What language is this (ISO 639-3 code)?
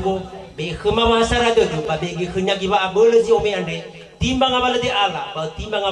nia